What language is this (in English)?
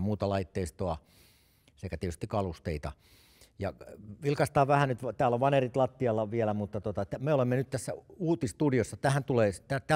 Finnish